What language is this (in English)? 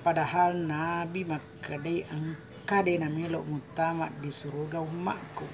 Buginese